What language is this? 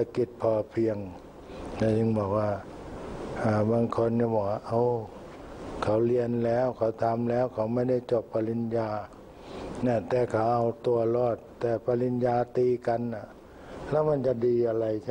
Thai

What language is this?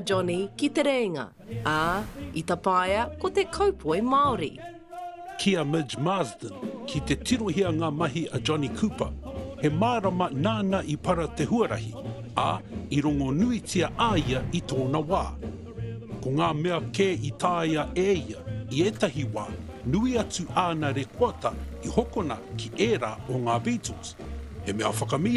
Māori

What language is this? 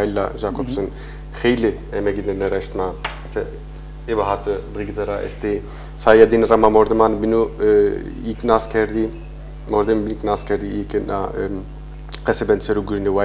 Zaza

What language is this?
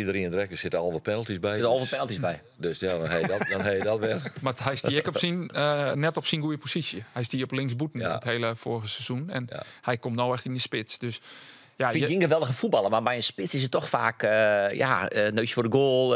Western Frisian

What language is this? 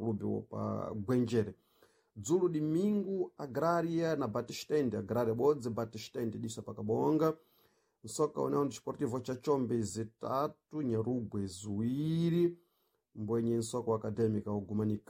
Sena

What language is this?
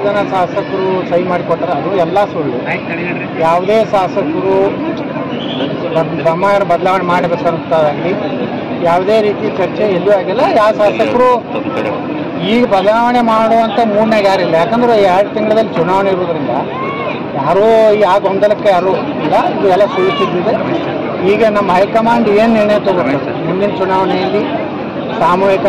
Kannada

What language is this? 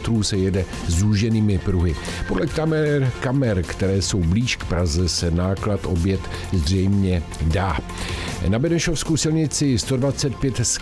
Czech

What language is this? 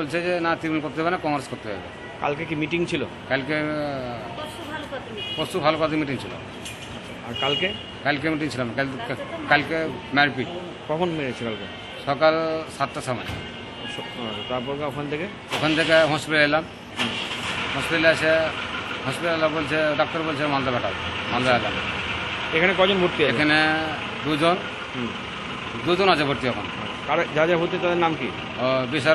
Bangla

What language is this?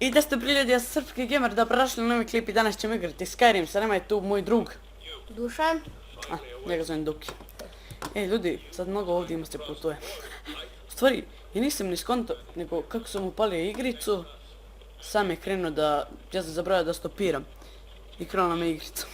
Bosnian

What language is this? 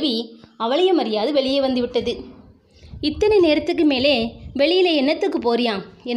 Tamil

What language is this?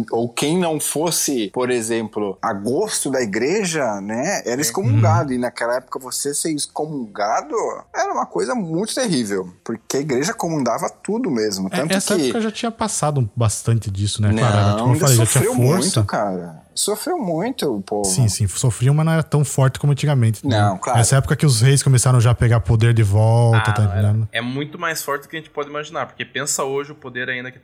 Portuguese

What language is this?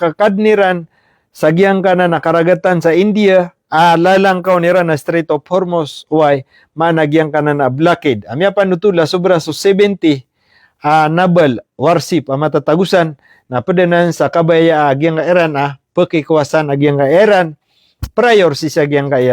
Maranao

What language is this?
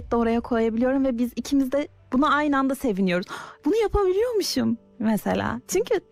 Turkish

